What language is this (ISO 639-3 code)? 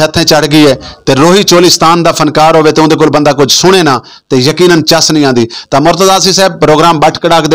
skr